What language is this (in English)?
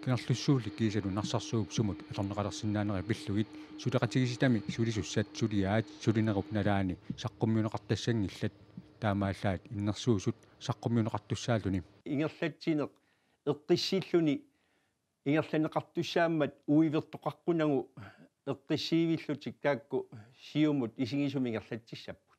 Kalaallisut